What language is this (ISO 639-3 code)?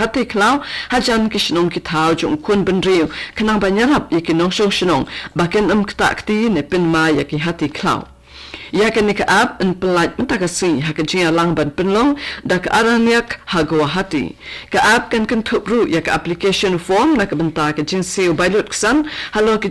kha